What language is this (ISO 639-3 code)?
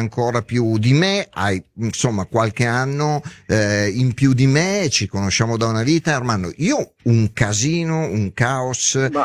ita